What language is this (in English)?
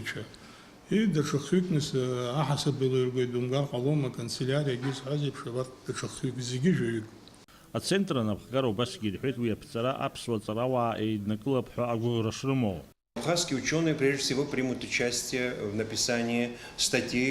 Abkhazian